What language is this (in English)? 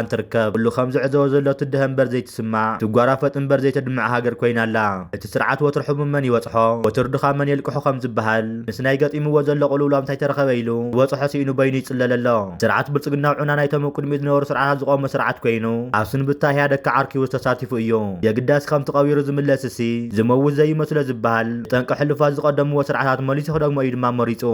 Tigrinya